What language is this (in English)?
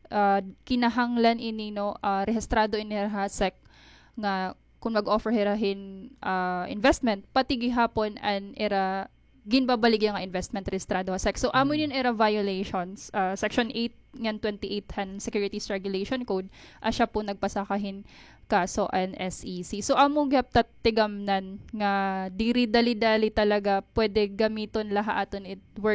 Waray